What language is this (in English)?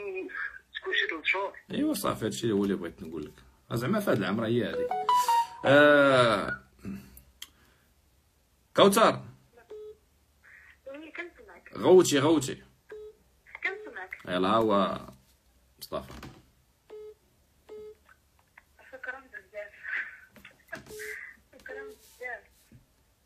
Moroccan Arabic